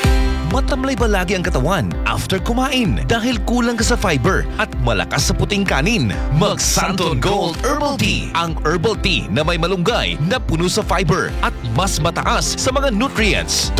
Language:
Filipino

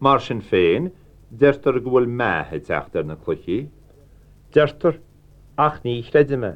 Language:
Irish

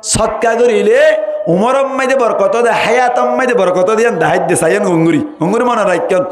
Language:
Rohingya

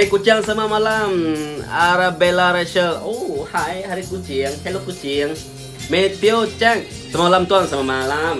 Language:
Iban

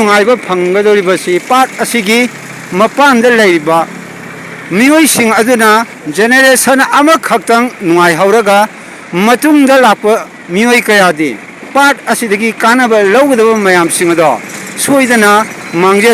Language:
Manipuri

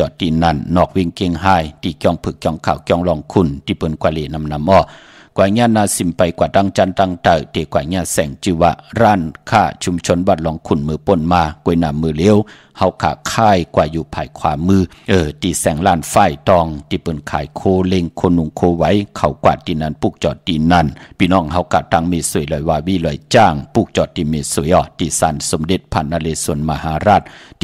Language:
Shan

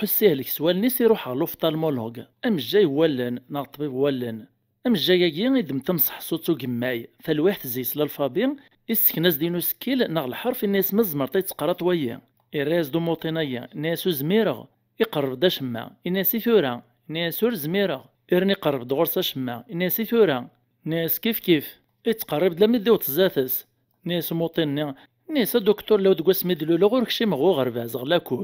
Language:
Kabyle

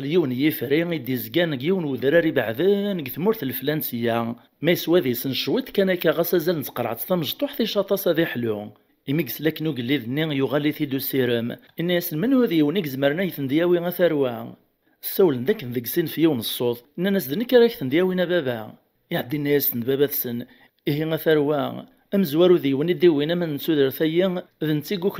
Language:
Kabyle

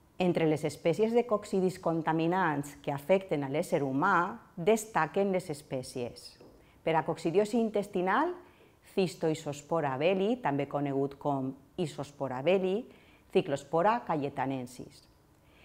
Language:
Catalan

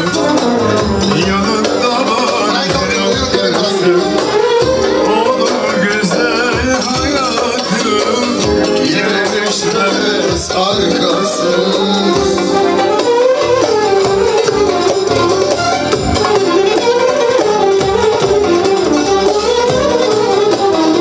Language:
Turkish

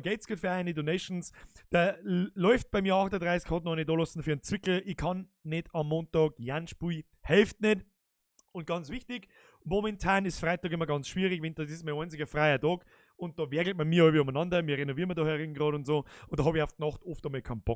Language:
Bavarian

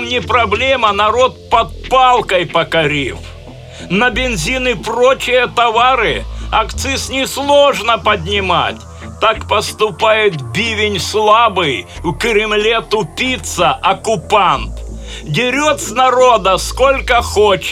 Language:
Russian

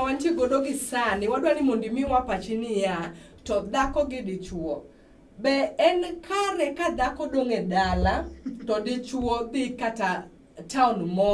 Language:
Luo (Kenya and Tanzania)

